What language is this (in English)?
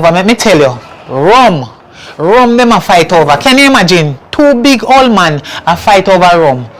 Jamaican Creole English